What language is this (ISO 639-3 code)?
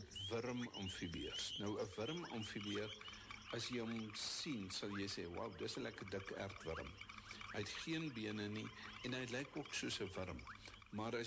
afr